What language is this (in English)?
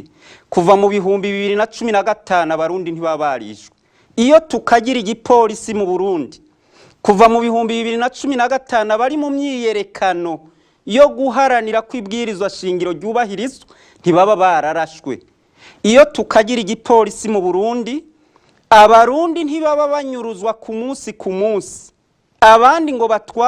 Rundi